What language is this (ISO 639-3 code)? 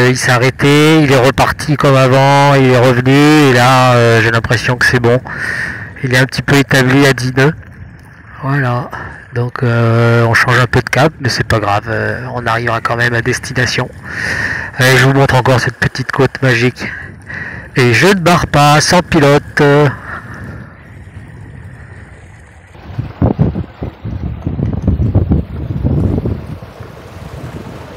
fra